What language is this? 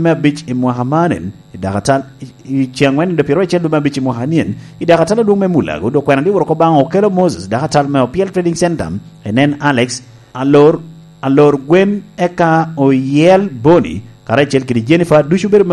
Lango (Uganda)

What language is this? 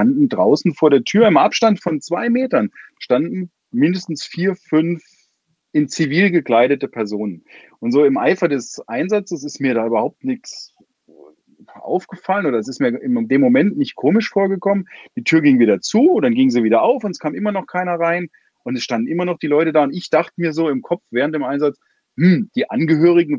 German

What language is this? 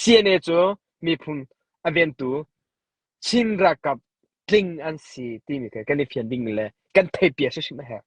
Hakha Chin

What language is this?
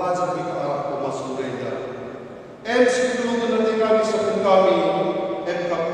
Batak Karo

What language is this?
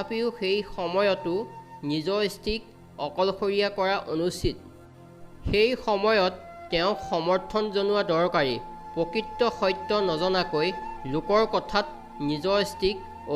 Assamese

